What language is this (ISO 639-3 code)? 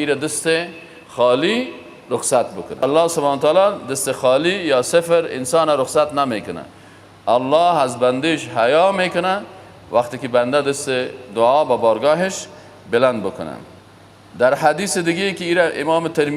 fas